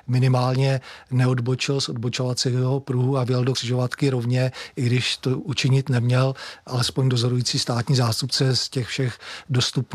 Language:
Czech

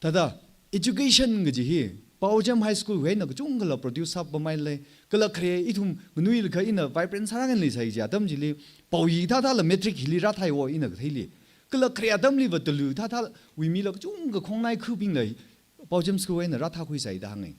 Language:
Tangkhul Naga (India)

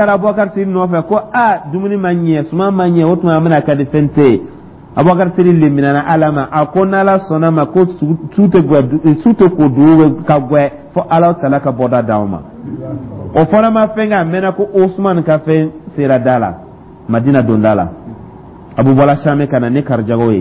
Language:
Dyula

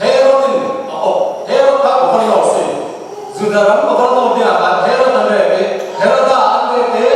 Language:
Falam Chin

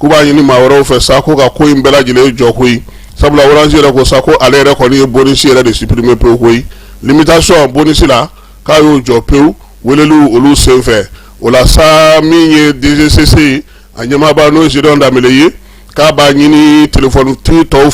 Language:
Bambara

